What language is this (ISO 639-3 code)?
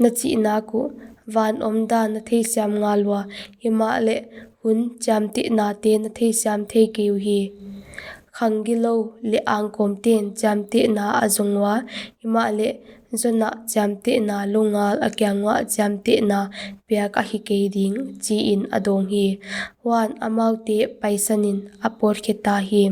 pck